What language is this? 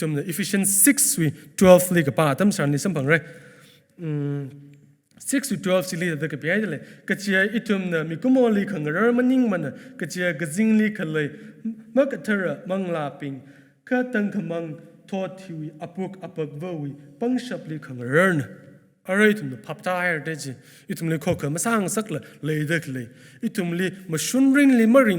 Tangkhul Naga (India)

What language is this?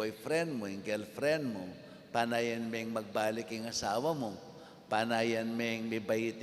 Pampanga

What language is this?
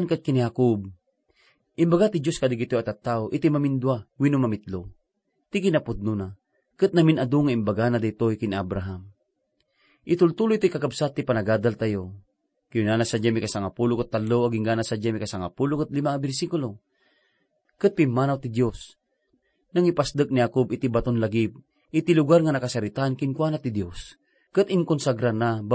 Iloko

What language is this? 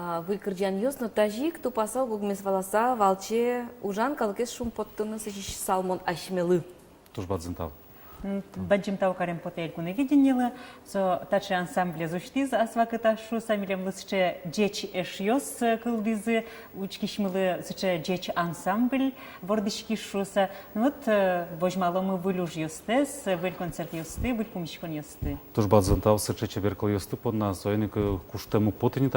Udmurt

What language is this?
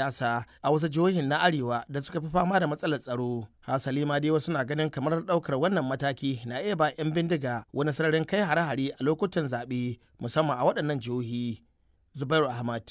Hausa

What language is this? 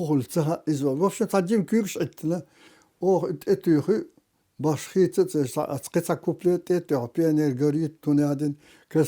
Chechen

